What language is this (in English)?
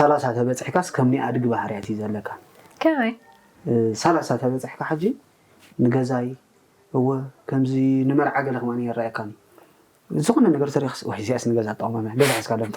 Tigrinya